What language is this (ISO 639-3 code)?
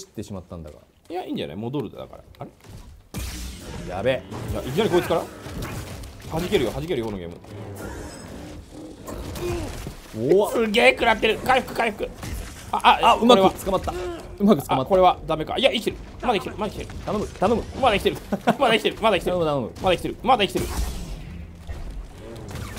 jpn